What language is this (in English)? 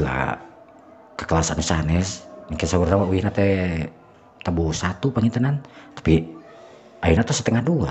Sundanese